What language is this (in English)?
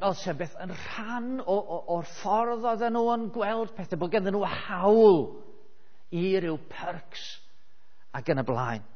Welsh